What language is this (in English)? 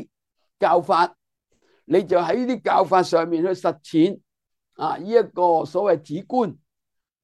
Cantonese